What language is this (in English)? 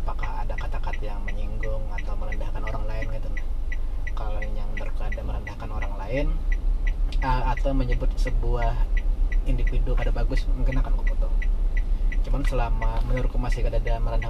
Banjar